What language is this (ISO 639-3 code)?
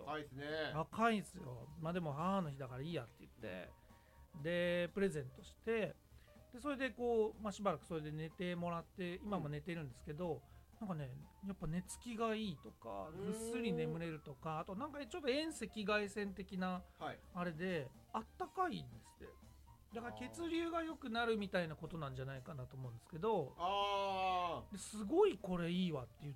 jpn